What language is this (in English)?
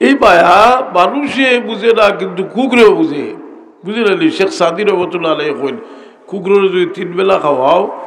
Sylheti